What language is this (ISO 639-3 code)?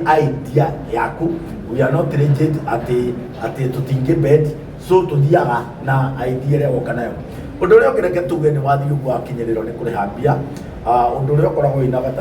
kik